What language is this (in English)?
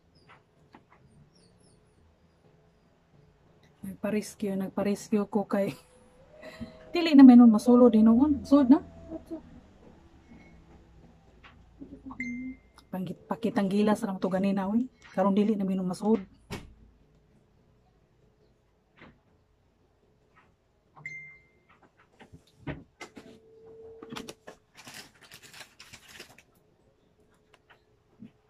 Cebuano